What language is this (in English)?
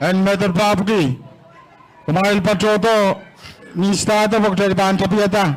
Pohnpeian